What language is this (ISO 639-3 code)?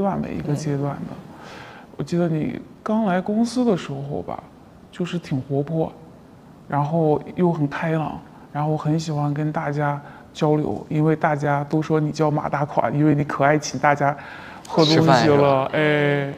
zho